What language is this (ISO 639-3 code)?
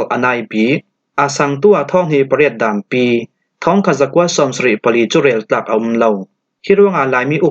cfm